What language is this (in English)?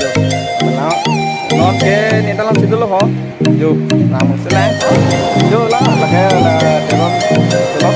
Karbi